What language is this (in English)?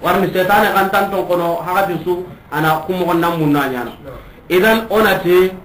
Soninke